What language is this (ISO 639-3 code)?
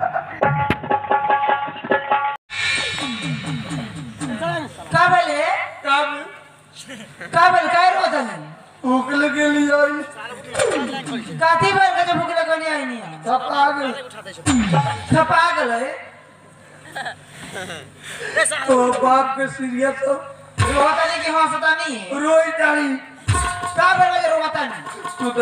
bho